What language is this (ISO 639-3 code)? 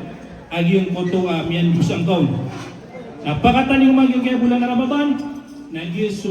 mrw